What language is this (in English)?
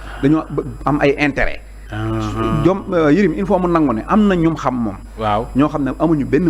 Wolof